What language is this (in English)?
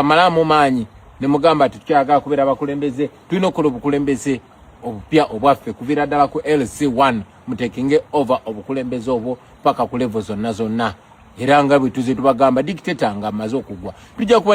Ganda